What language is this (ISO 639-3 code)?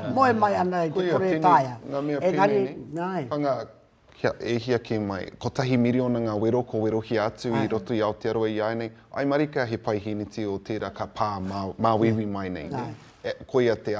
mri